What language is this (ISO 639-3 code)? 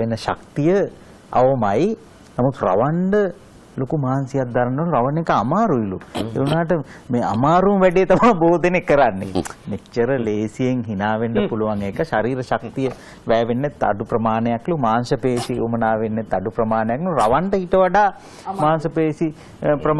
sin